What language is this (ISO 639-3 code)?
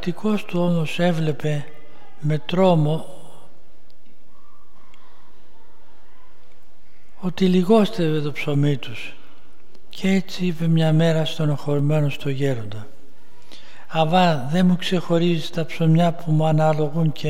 ell